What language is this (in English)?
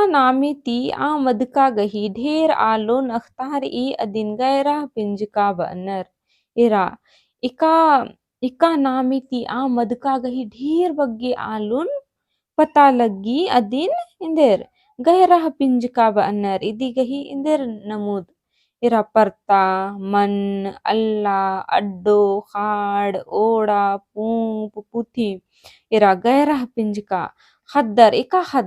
Kurukh